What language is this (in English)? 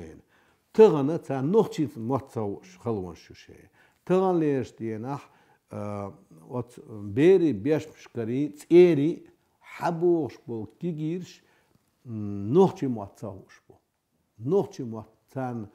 Chechen